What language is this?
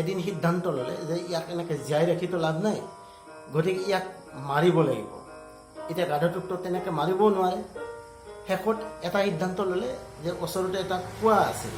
Assamese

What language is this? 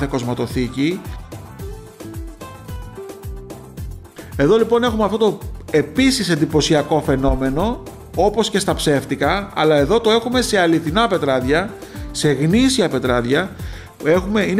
Greek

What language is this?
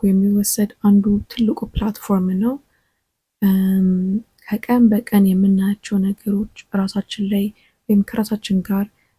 Amharic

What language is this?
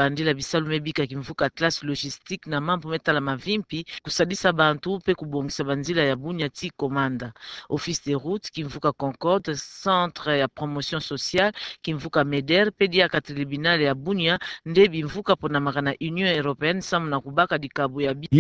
Kituba (Democratic Republic of Congo)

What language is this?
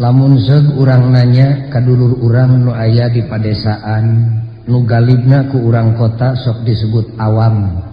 Sundanese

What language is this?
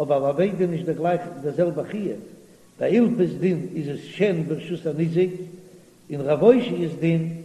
Yiddish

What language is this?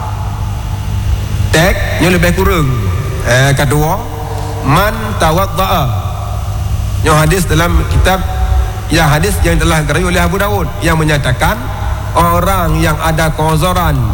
Malay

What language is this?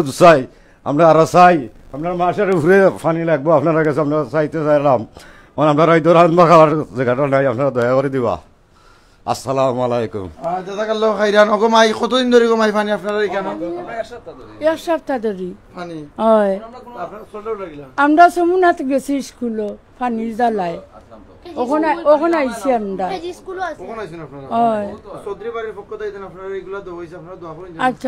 Sylheti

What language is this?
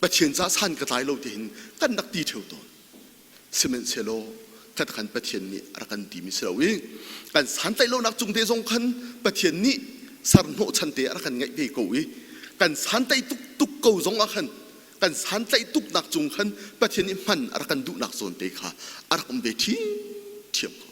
Hakha Chin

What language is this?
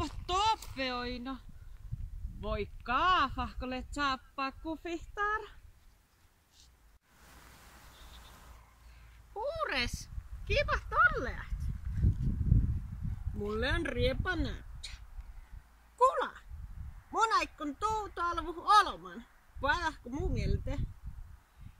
Northern Sami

